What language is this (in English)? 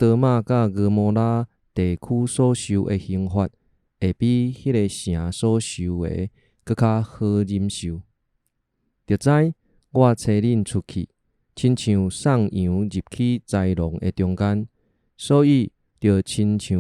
Min Nan Chinese